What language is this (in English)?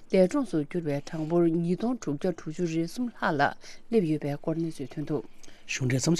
Tibetan